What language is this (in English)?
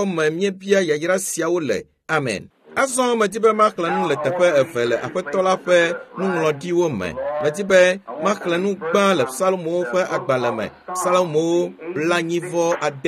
Ewe